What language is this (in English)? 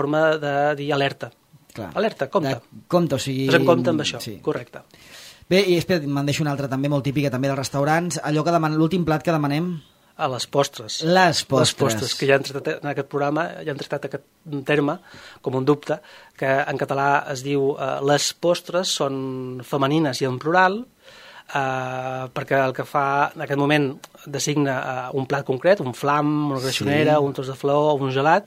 Catalan